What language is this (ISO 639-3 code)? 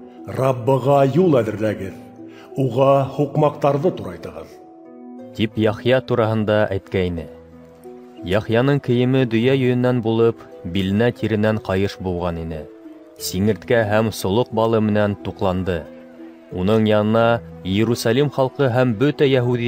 bak